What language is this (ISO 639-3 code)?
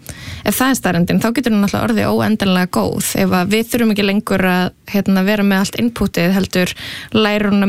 isl